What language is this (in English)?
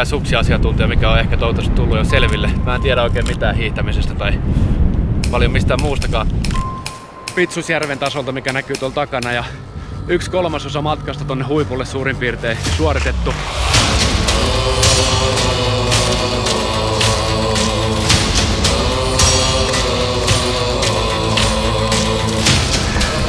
Finnish